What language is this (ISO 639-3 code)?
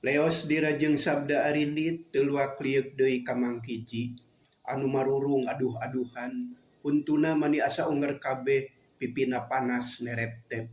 sun